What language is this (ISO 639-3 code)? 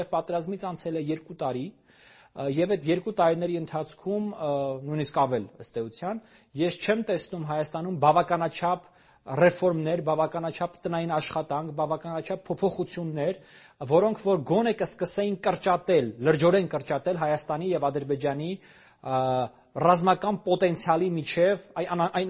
hye